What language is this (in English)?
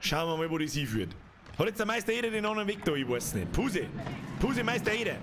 Bavarian